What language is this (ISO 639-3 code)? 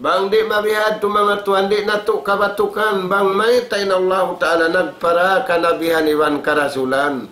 tsg